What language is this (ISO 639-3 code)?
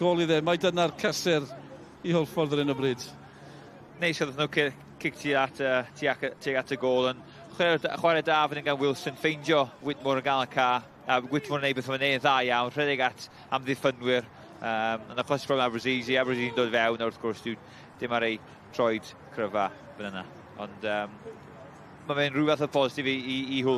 cym